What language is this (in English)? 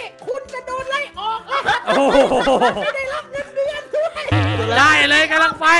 Thai